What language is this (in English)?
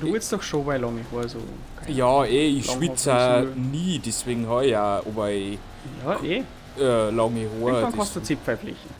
Bavarian